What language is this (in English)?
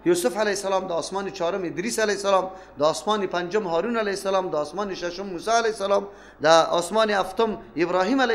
Persian